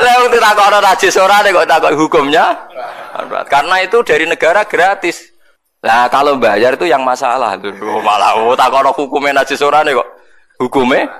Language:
Javanese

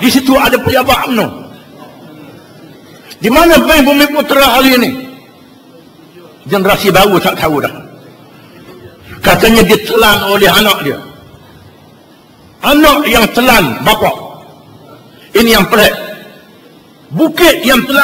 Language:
Malay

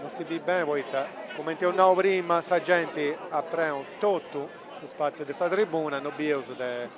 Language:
Sardinian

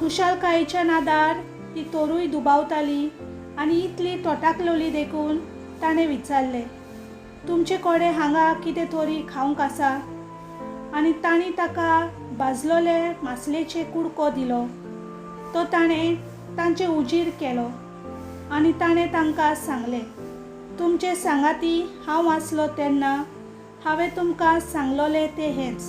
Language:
Konkani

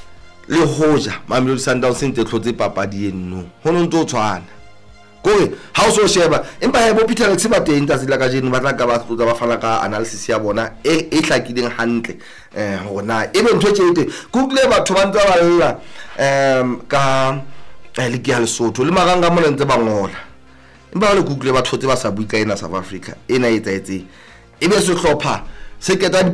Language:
Southern Sotho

